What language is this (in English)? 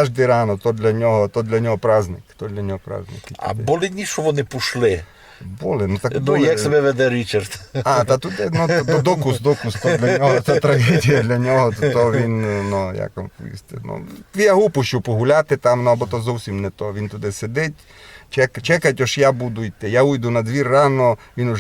Rusyn